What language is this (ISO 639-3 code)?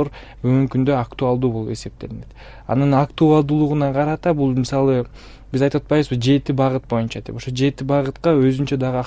kir